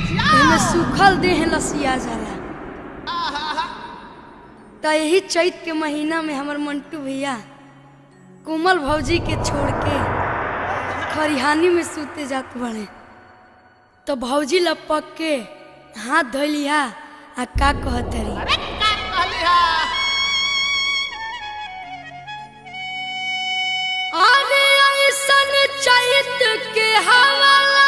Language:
Bhojpuri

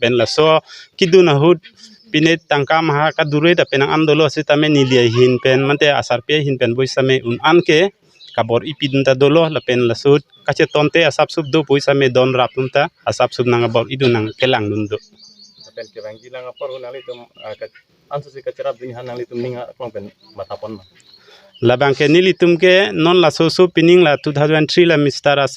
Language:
Karbi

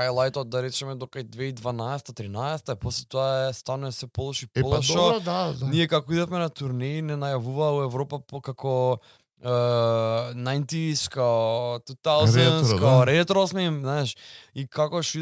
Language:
Macedonian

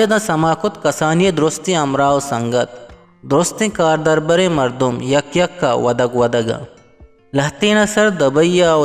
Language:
Eastern Balochi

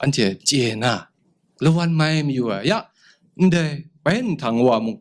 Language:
Kachin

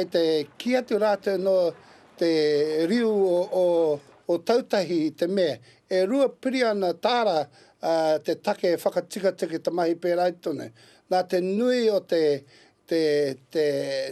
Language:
Māori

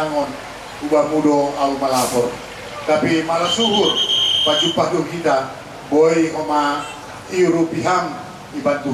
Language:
Batak Simalungun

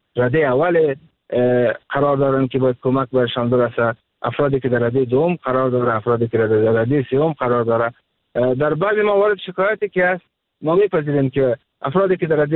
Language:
Persian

